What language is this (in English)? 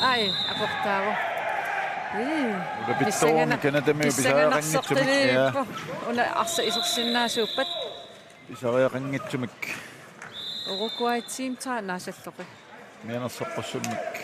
Kalaallisut